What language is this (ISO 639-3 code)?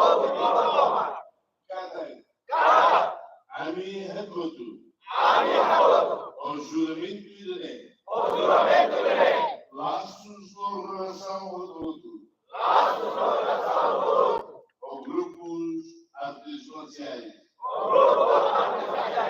tet